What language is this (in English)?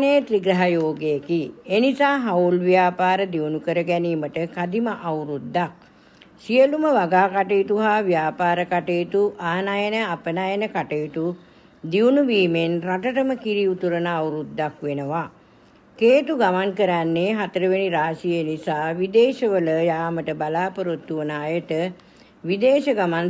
Sinhala